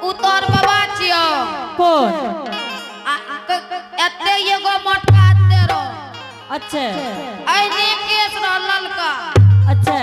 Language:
Angika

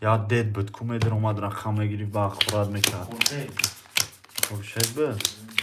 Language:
Tajik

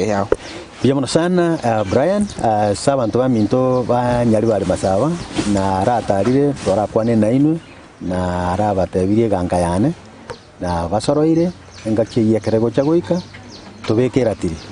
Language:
Gusii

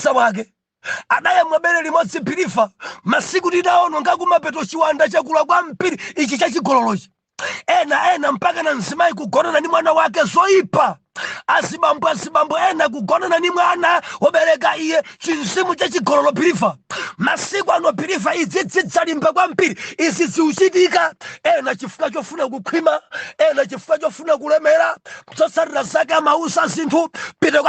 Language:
Nyanja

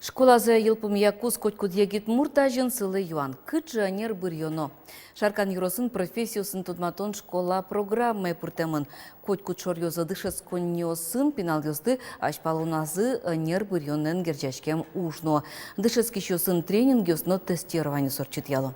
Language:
Udmurt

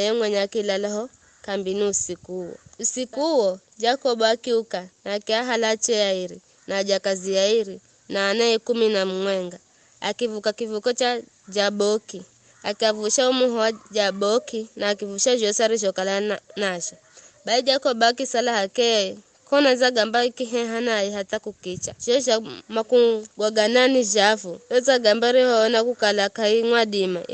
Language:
Giryama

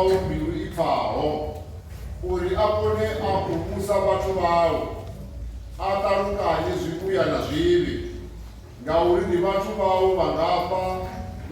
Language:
Venda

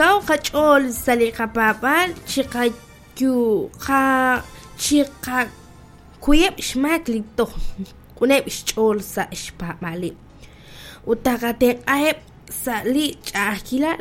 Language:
Kekchí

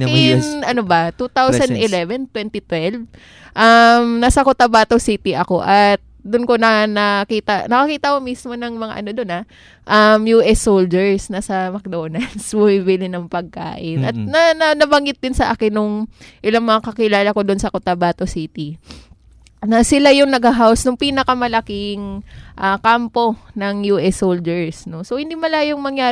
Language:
Filipino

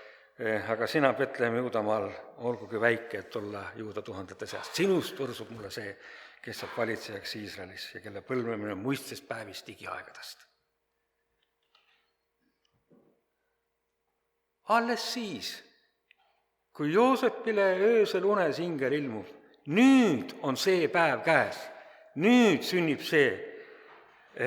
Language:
Estonian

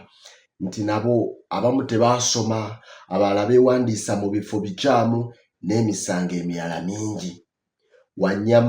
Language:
Ganda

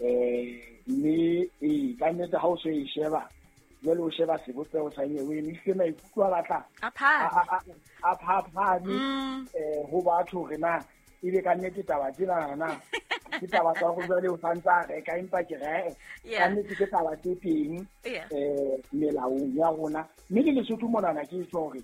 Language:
Southern Sotho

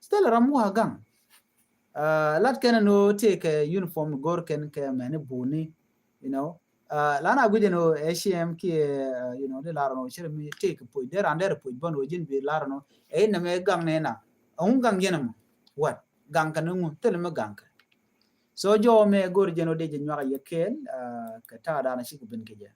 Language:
Nuer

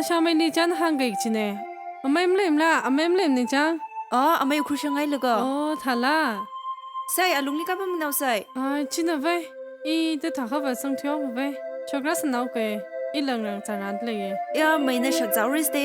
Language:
Tangkhul Naga (India)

